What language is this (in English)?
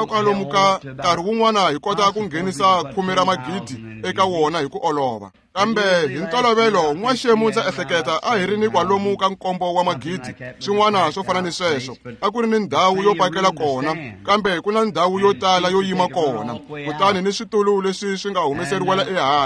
Tsonga